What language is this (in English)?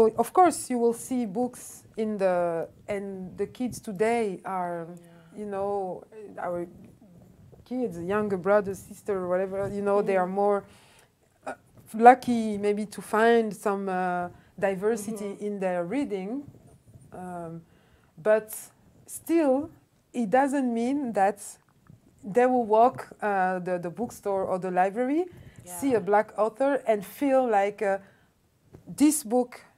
English